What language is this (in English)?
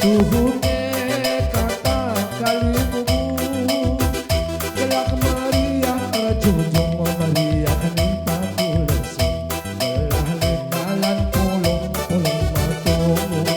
Batak Karo